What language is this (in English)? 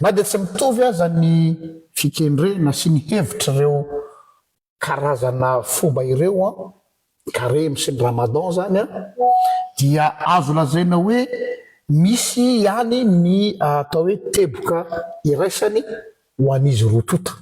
Malagasy